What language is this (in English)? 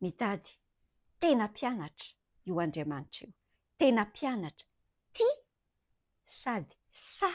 Malagasy